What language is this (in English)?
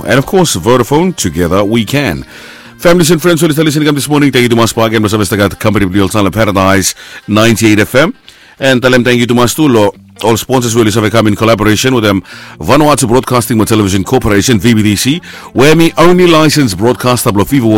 Bislama